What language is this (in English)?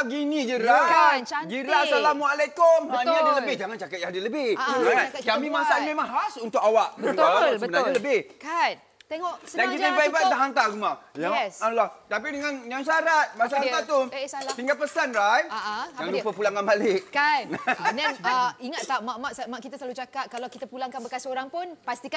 Malay